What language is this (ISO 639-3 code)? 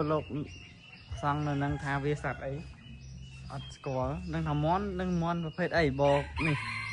khm